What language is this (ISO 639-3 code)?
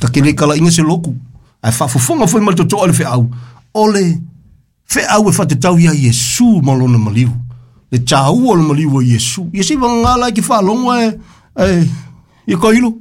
smo